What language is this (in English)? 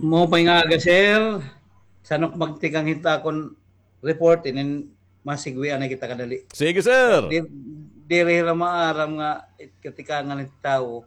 Waray